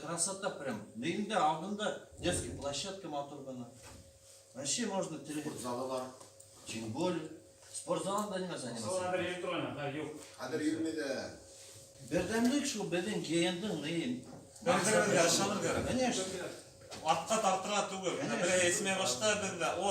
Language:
Bashkir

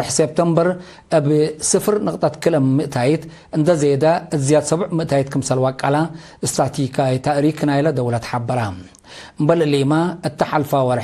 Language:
Tigre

